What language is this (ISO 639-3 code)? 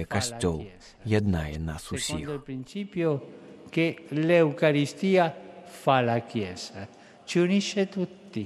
bel